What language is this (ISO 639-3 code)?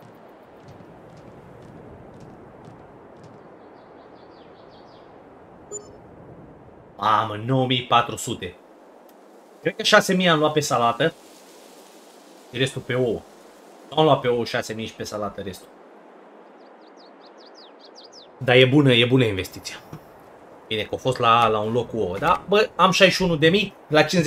ron